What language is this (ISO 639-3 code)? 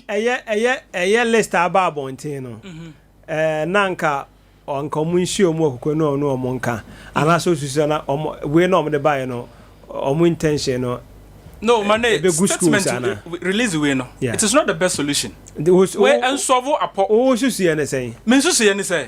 aka